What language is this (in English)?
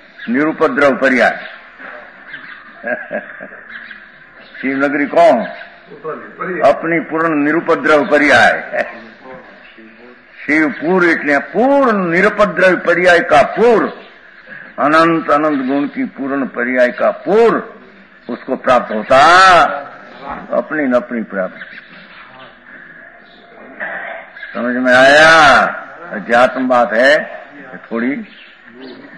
Hindi